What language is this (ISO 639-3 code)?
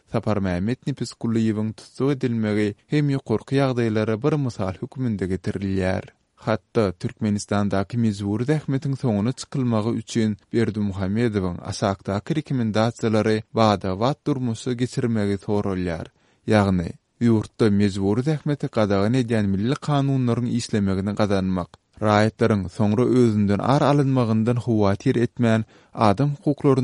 tuk